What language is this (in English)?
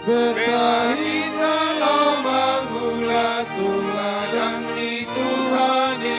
Batak Toba